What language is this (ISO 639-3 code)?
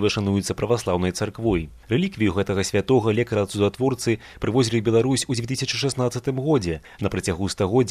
bel